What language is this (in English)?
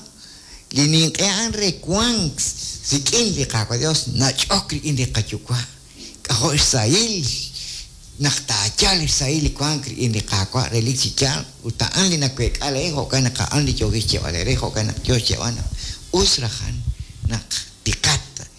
Kekchí